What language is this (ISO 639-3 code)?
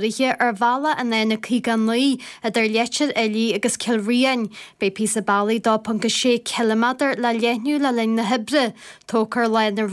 gle